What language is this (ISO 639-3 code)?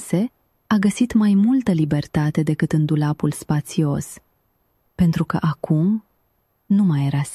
ron